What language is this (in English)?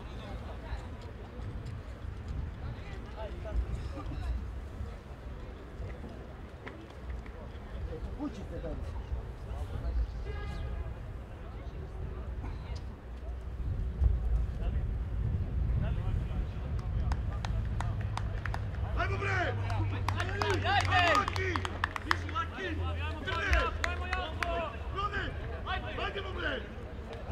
Serbian